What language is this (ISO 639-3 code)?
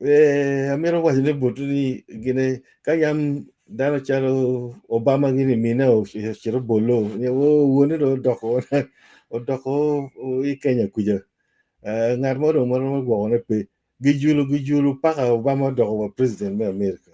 ach